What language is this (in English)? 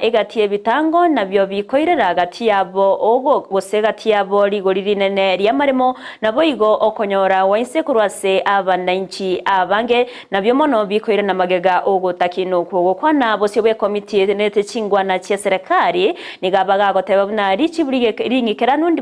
Gusii